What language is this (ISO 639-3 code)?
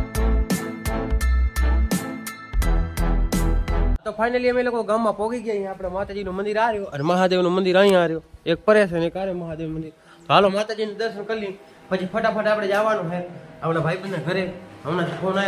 guj